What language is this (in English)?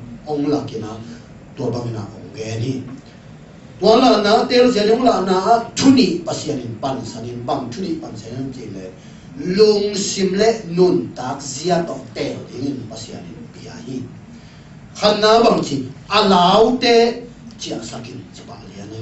Tedim Chin